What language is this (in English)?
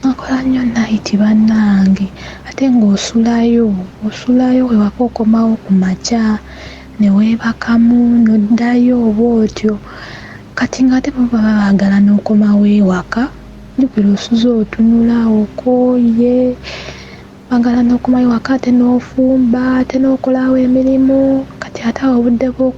Ganda